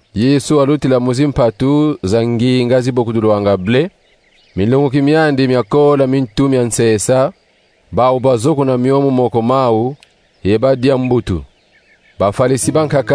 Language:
Kongo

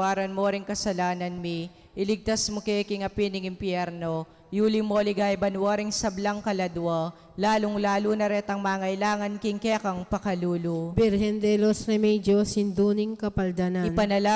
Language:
Pampanga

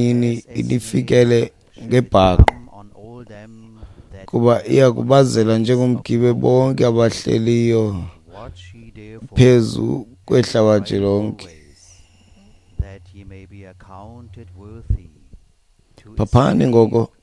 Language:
Xhosa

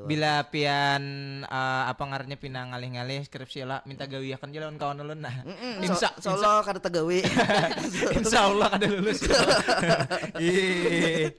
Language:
Banjar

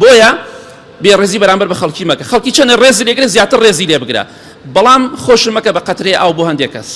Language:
Central Kurdish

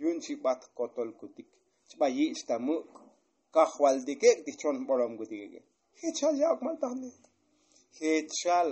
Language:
Tzotzil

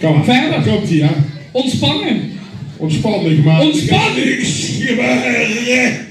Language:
Limburgish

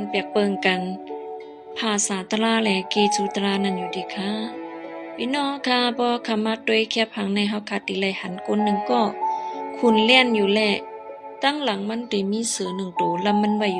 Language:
Shan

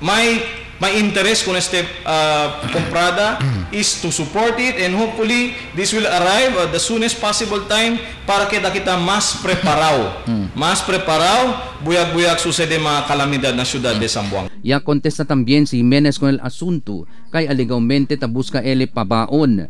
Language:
Chavacano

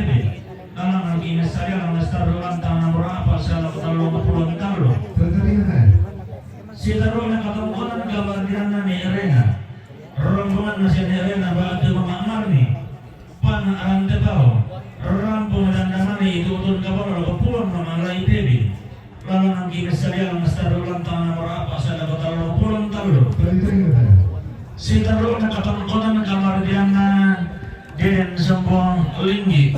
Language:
Toraja-Sa'dan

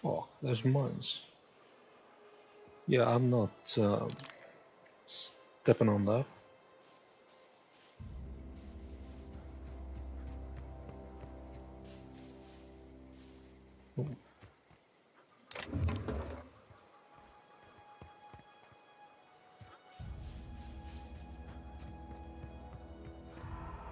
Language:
English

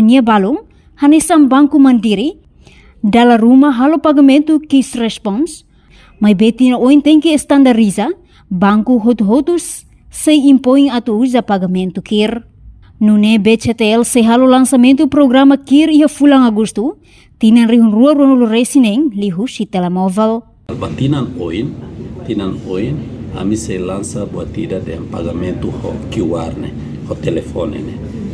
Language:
Tetum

